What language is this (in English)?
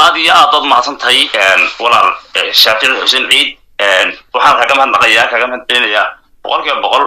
Somali